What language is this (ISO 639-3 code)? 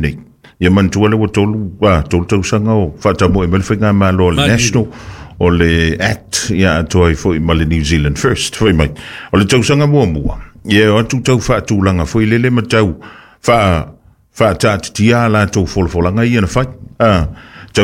smo